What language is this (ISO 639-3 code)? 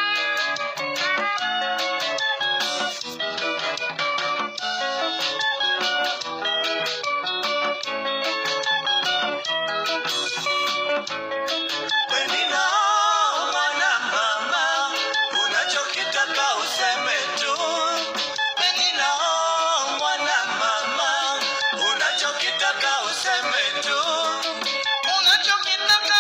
luo